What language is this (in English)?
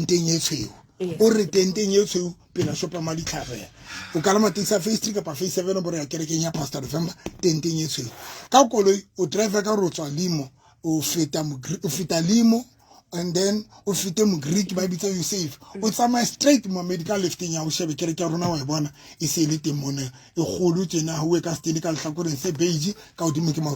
Southern Sotho